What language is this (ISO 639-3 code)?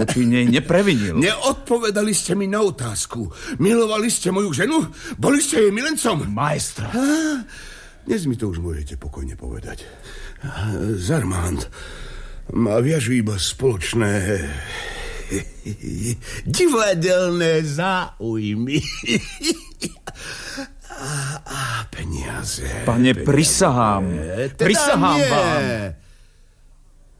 slk